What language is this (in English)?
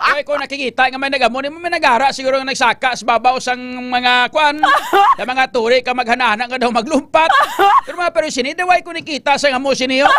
Hiligaynon